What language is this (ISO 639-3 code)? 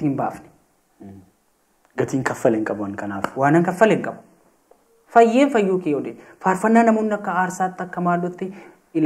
orm